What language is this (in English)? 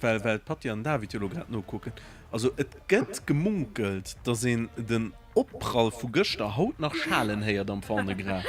Luxembourgish